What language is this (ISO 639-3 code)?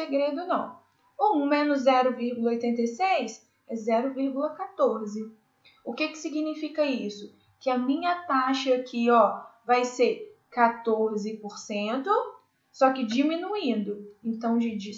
por